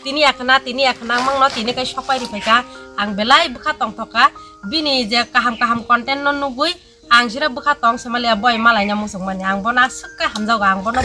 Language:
Kok Borok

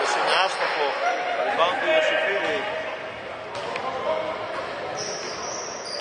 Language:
Greek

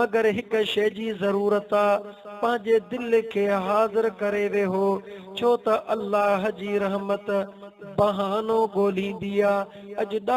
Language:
Sindhi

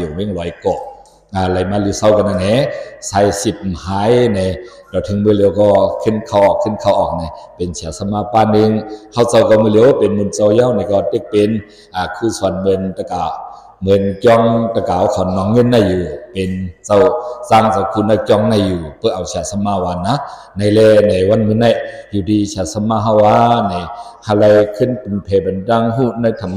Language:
Shan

